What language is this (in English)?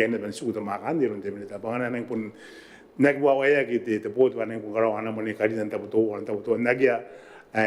Gilbertese